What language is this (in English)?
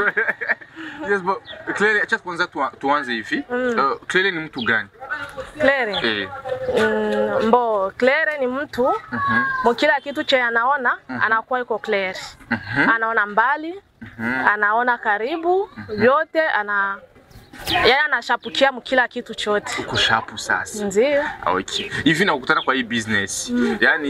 Swahili